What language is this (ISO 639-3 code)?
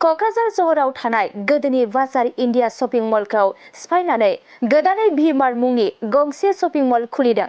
brx